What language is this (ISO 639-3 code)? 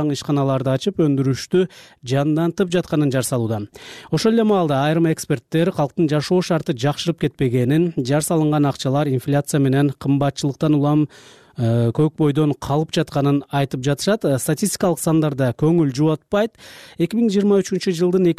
kir